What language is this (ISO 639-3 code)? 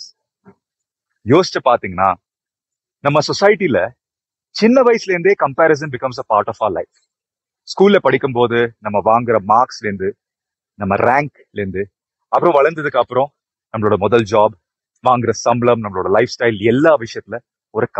tam